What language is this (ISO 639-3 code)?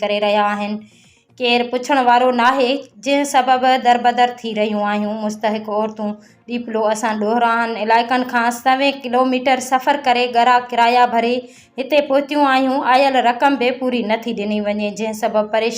snd